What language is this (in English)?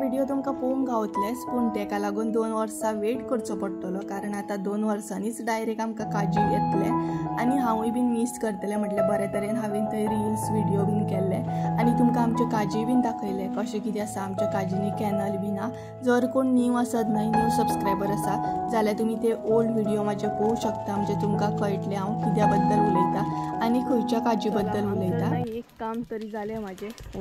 Konkani